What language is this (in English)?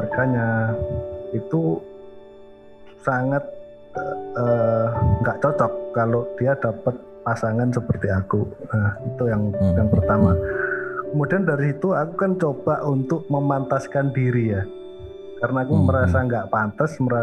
Indonesian